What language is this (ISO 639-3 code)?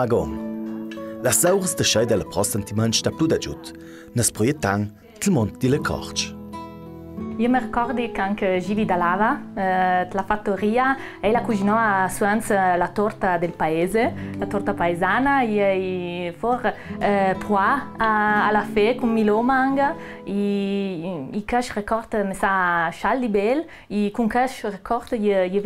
lld